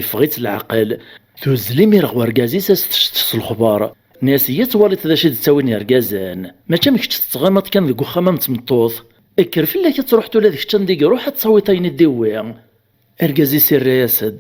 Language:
Kabyle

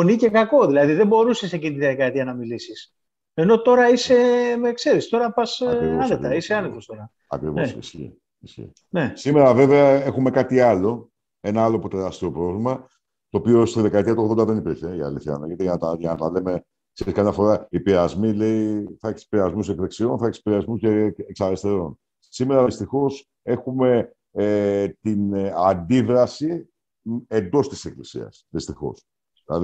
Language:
Greek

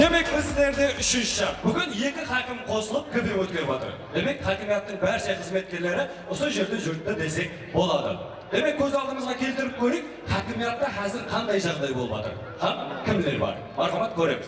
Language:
Kara-Kalpak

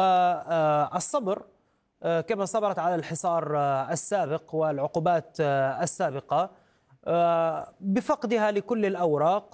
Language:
Arabic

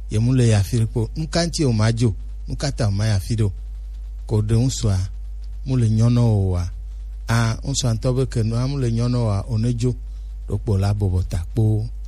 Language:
Gen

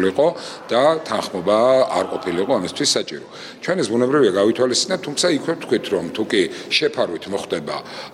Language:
Georgian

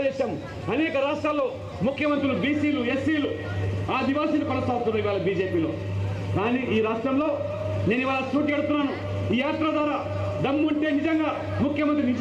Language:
Telugu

